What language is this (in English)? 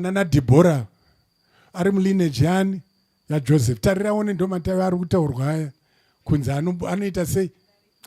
Shona